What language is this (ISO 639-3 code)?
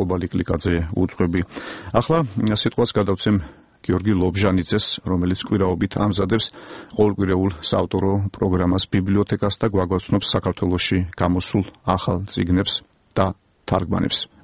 kat